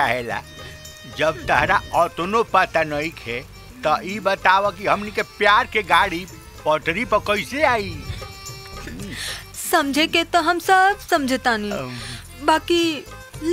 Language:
Bhojpuri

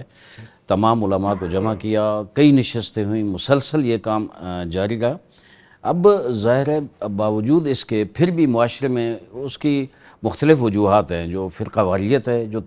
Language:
Urdu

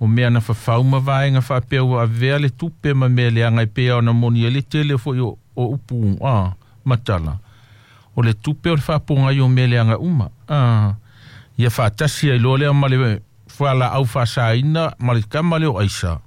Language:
Samoan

